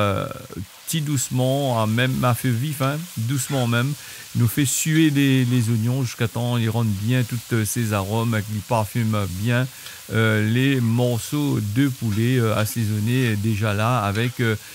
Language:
Réunion Creole French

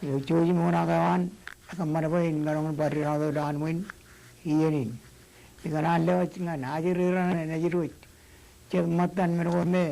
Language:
Marshallese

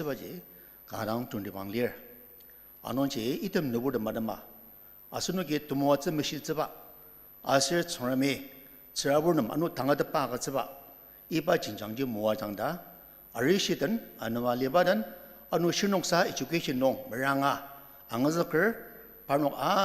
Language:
Ao Naga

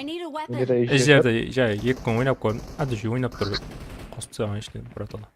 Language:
Kara-Kalpak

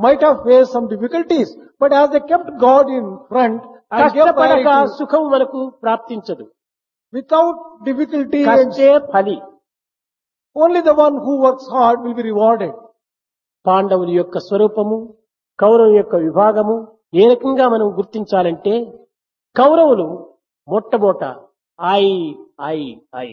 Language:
Telugu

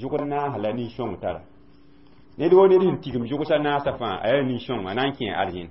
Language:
Mossi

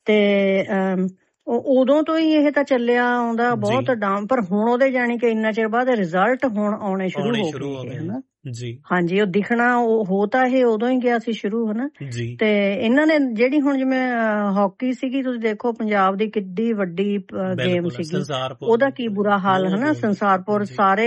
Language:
Punjabi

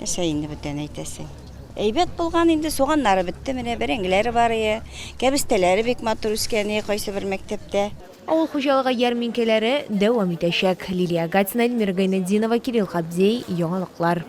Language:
Tatar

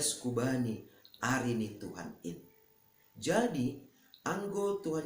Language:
Batak Simalungun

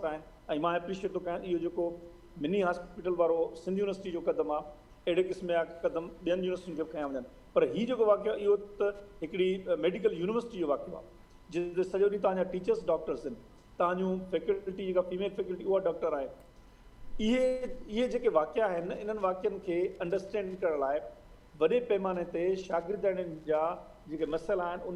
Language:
Sindhi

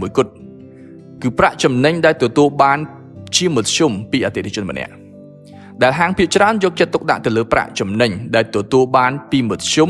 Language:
Khmer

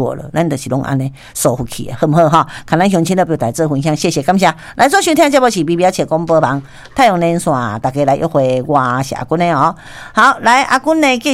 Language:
Min Nan Chinese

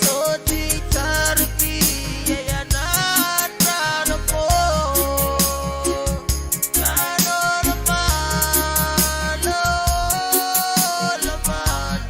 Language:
Pohnpeian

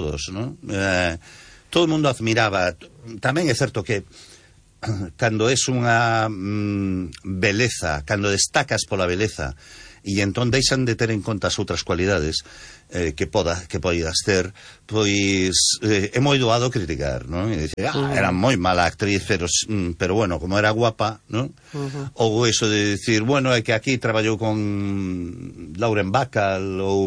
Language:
Galician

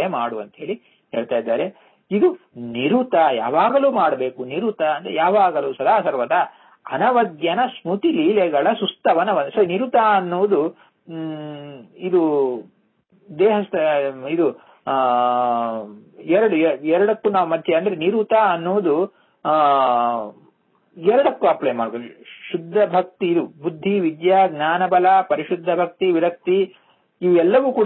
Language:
Kannada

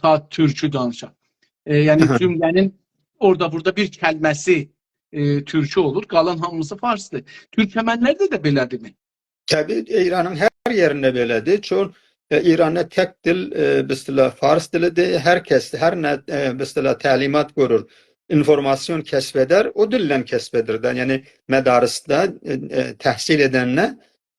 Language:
South Azerbaijani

